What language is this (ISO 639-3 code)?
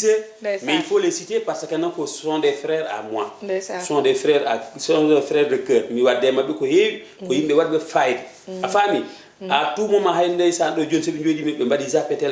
ful